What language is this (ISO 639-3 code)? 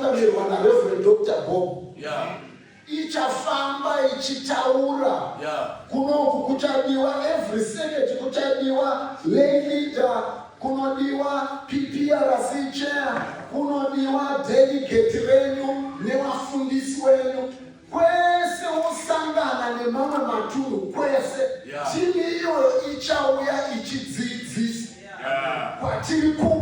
sna